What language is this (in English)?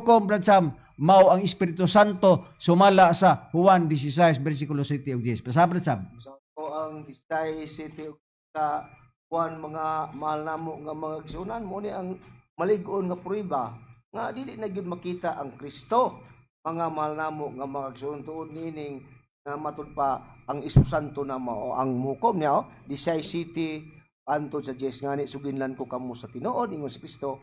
Cebuano